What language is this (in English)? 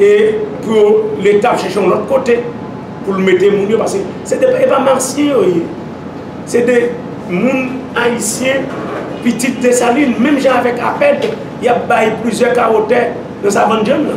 Haitian Creole